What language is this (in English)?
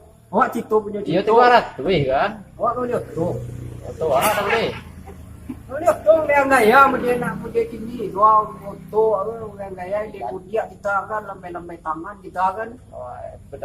Minangkabau